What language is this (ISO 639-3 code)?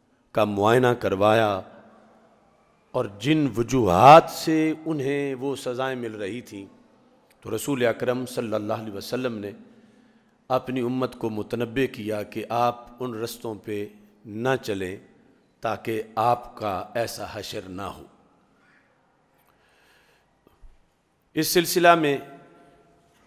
urd